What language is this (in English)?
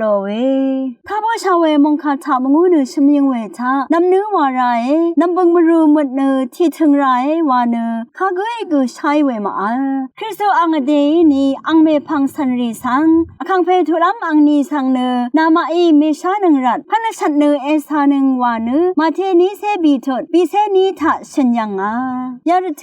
Rawang